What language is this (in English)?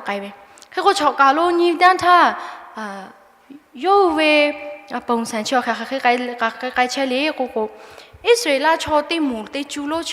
Lahu